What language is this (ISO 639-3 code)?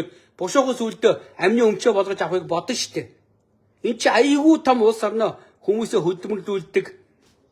mon